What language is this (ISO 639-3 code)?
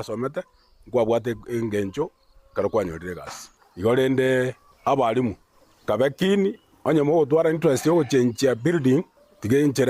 guz